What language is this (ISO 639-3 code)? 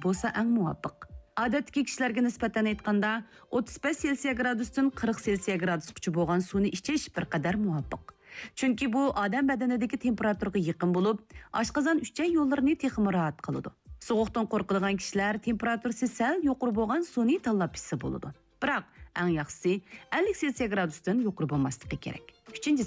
uig